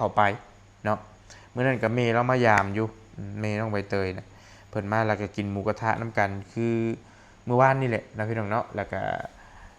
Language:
Lao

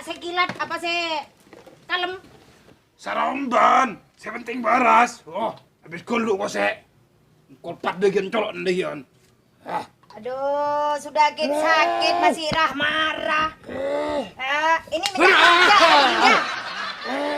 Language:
Madurese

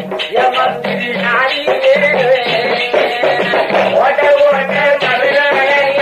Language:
Tamil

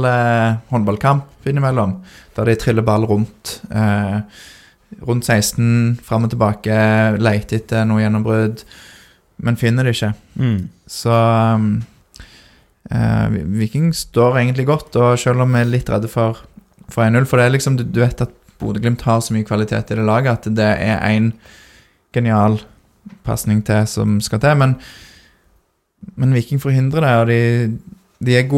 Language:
Norwegian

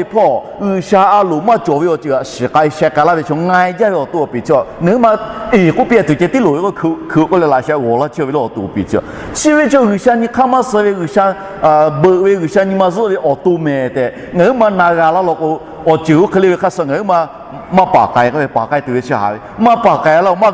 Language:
Lahu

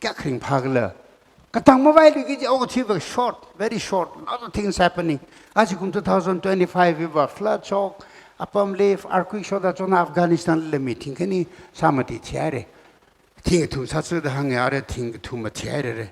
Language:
Tangkhul Naga (India)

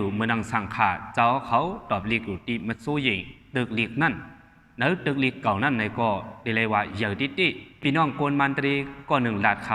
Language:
Shan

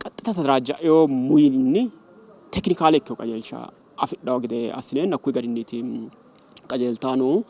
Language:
Sidamo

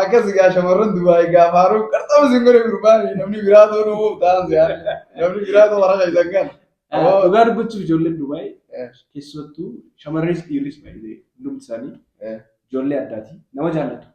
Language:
Oromo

